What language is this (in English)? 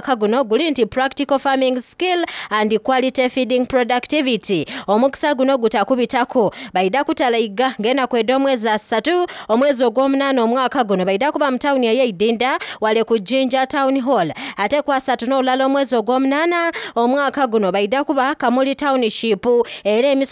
Soga